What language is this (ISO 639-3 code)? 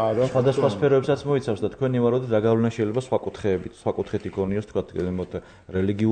kat